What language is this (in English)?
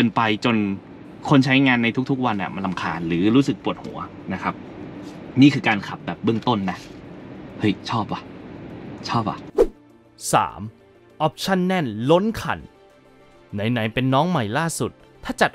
Thai